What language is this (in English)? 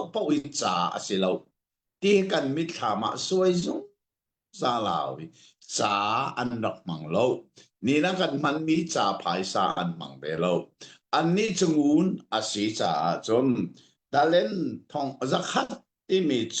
Hakha Chin